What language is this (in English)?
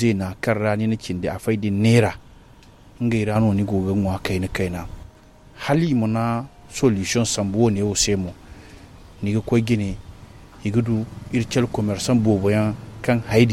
Zarma